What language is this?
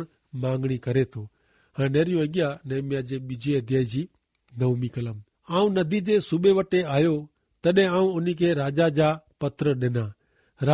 Kachhi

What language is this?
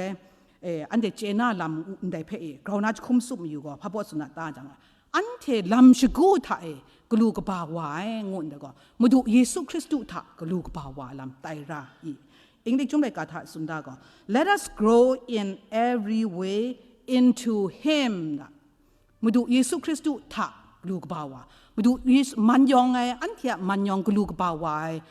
Kachin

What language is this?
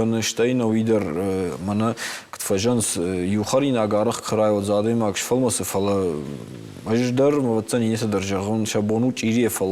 Ossetic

